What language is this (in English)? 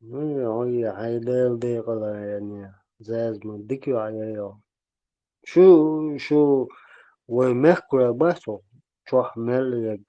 Chechen